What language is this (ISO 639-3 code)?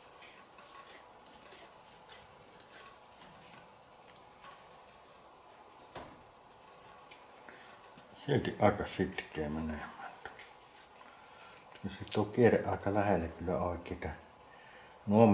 fin